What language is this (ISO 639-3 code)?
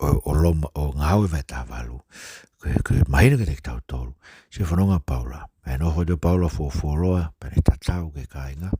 ton